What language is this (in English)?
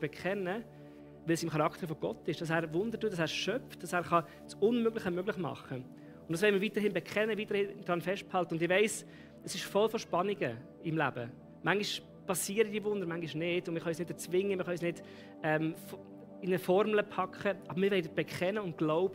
Swiss German